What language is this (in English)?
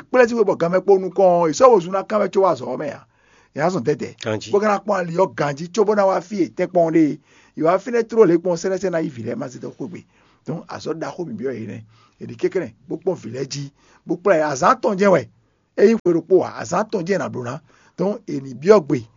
Fon